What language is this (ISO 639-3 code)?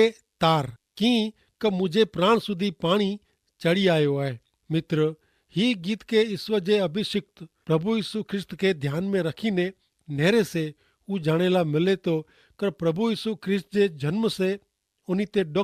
kfr